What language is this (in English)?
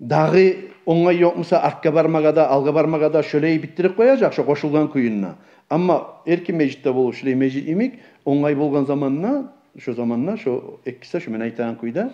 Kumyk